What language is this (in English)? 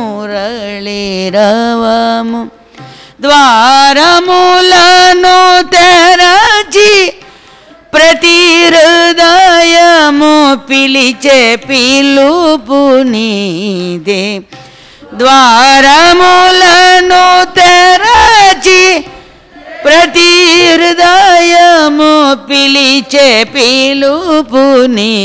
Telugu